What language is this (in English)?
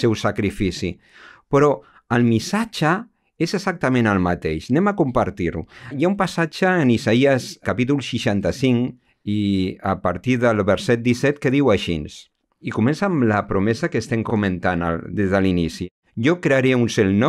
Catalan